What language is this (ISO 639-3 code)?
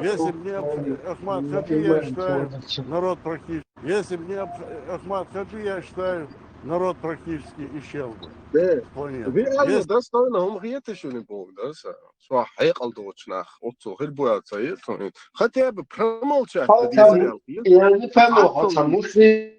che